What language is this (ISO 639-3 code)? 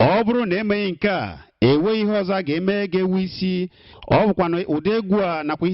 ibo